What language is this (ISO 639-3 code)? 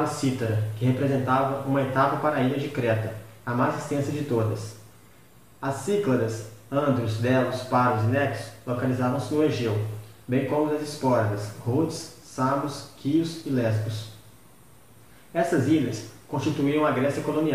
por